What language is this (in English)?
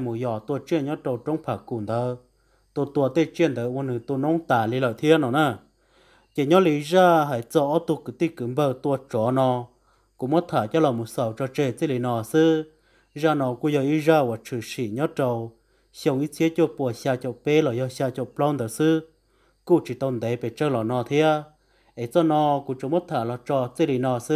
Vietnamese